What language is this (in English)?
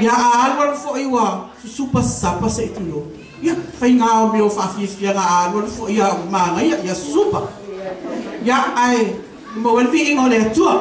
Samoan